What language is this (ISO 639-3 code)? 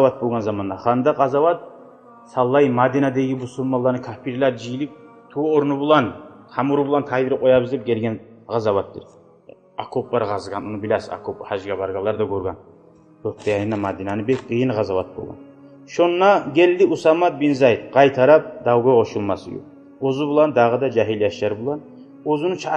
kum